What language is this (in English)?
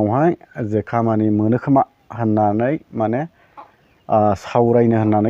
Bodo